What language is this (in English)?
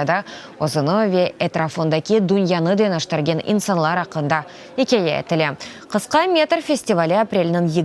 Crimean Tatar